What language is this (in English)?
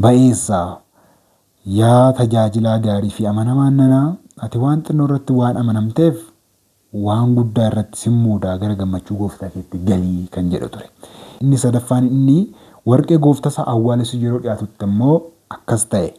Oromo